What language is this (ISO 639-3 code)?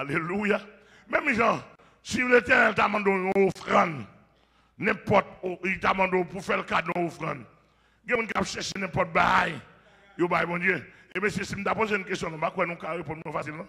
hat